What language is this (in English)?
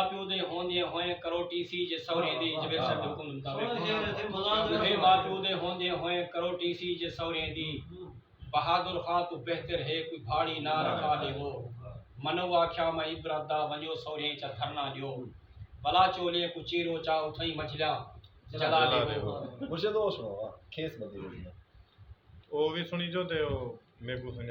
Saraiki